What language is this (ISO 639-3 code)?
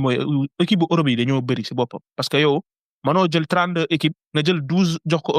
wol